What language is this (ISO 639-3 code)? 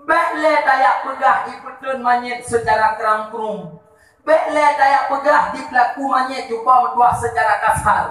ace